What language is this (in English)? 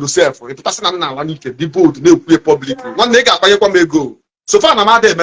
Igbo